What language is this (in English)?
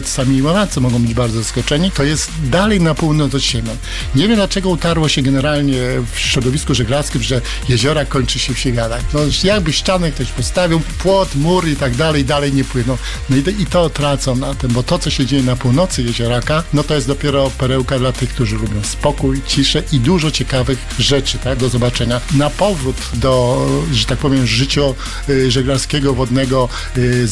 Polish